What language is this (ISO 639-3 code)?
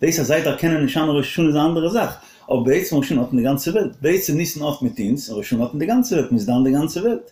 yid